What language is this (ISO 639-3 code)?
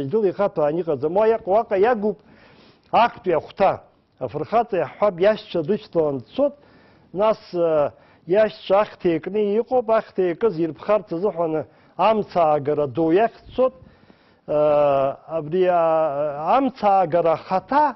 abk